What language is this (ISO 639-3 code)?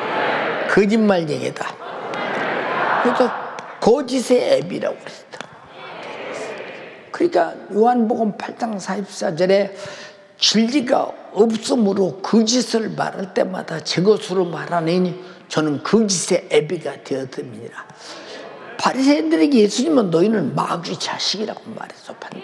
kor